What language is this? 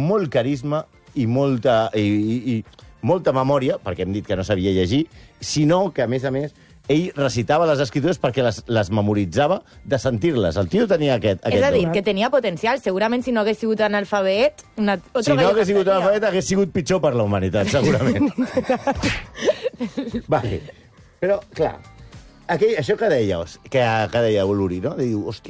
Catalan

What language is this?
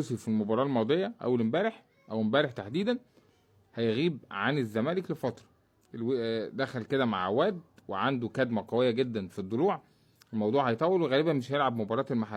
Egyptian Arabic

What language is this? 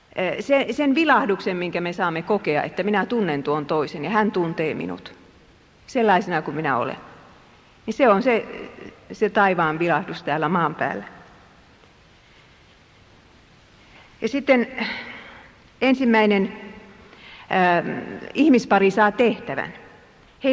Finnish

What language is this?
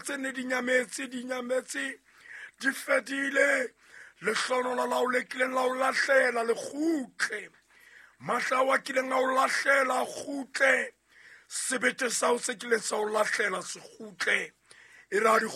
Southern Sotho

